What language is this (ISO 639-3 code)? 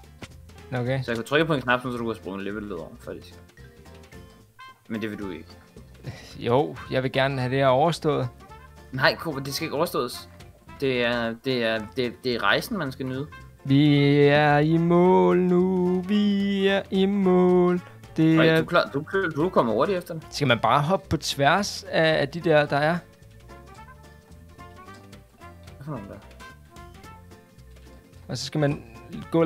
dan